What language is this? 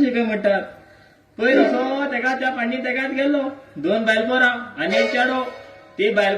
Konkani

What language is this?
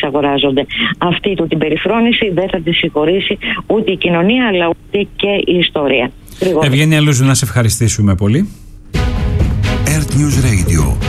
Greek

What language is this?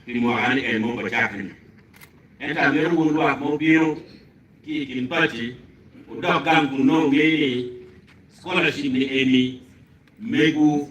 Acoli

